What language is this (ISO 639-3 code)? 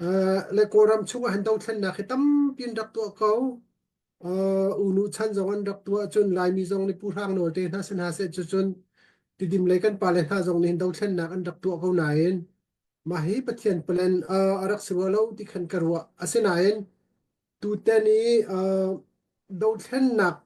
cnh